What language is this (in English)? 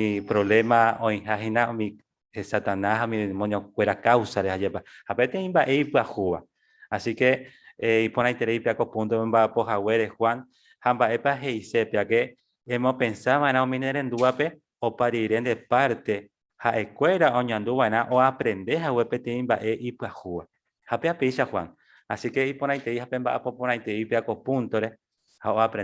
Guarani